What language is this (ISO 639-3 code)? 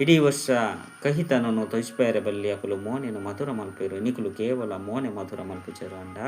tcy